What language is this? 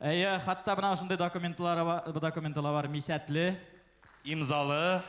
Bashkir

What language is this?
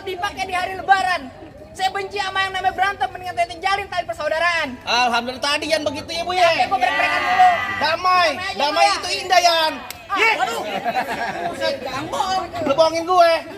Betawi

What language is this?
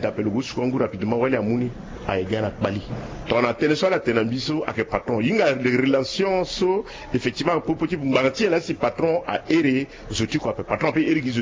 Sango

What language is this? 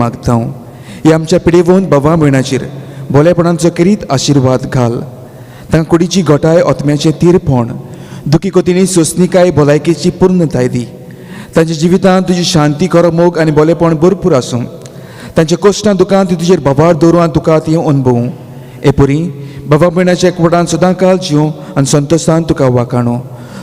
Konkani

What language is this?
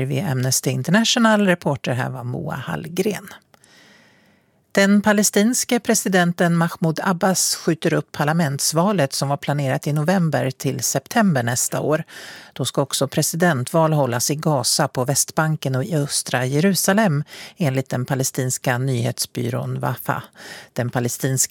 Swedish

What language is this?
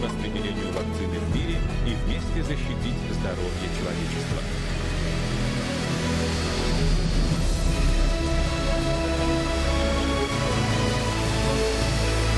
Russian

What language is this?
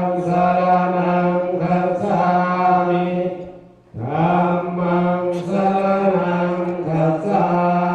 Lao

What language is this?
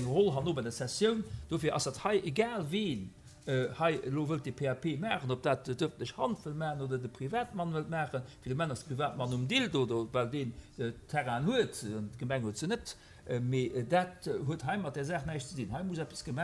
Luxembourgish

